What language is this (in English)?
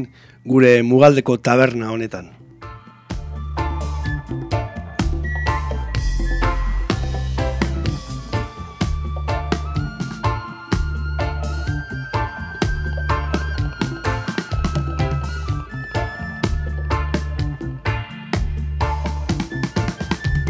Basque